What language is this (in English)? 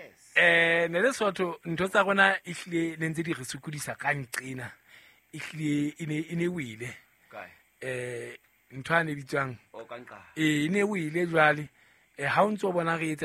Southern Sotho